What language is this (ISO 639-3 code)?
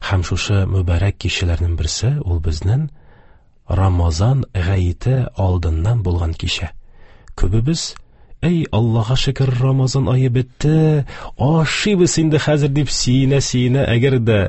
tat